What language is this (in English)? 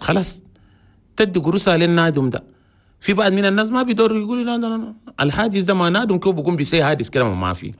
Chadian Arabic